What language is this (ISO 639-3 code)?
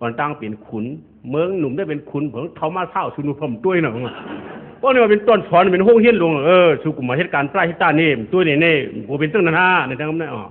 shn